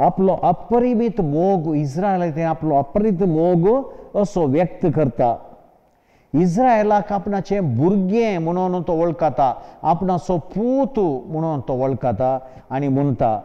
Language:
Konkani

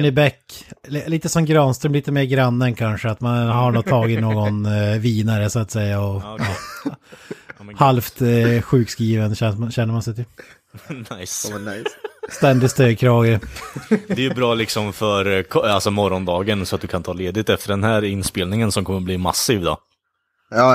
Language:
Swedish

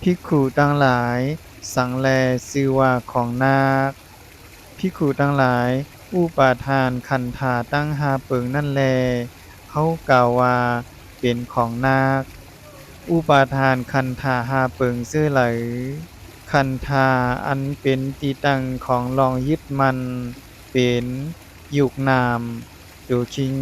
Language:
Shan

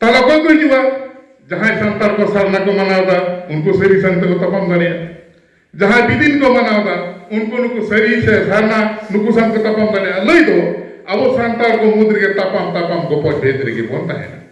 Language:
Santali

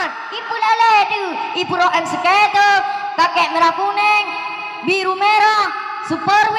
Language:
Achinese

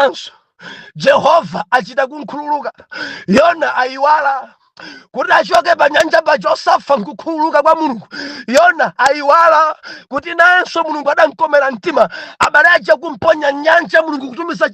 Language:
Nyanja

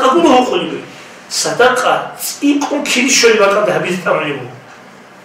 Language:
Avaric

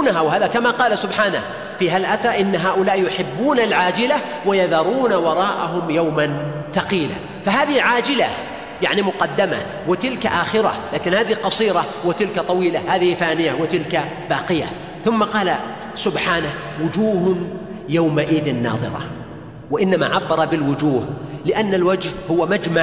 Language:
Arabic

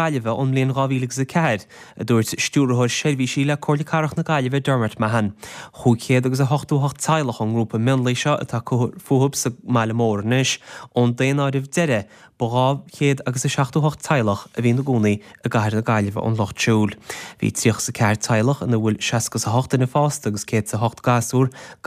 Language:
Irish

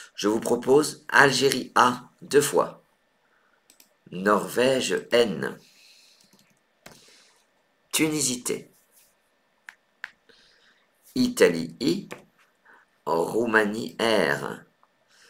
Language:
French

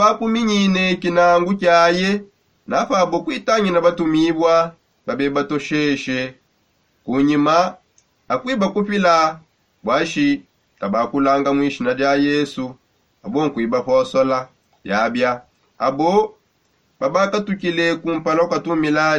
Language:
Songe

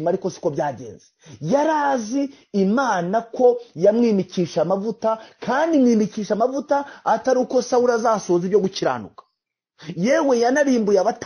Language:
Kinyarwanda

